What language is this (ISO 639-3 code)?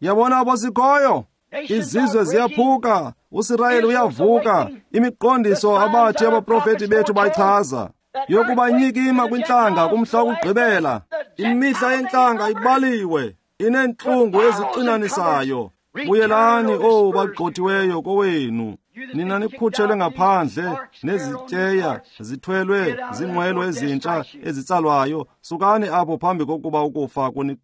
xho